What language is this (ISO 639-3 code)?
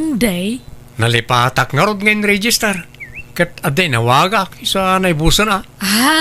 ilo